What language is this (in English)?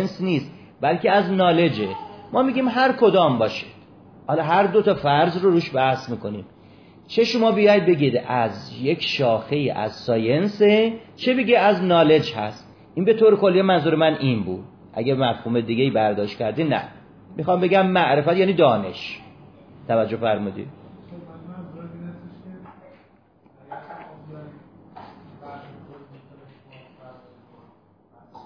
Persian